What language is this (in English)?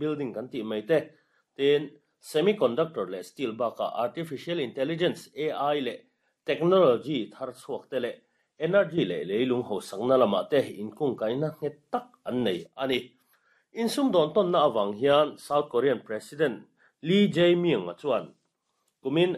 Mizo